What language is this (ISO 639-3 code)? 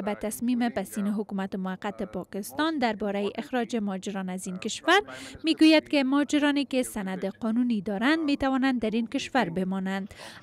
fas